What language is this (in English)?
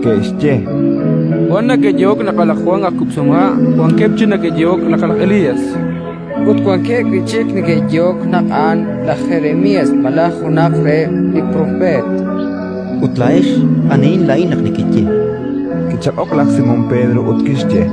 Kekchí